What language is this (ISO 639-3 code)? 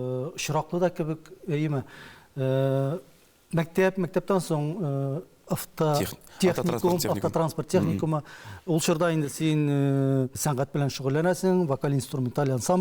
tat